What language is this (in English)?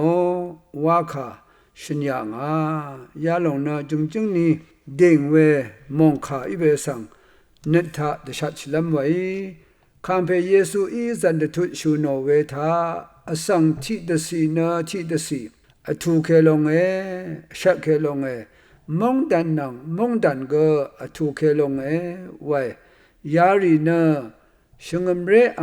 Rawang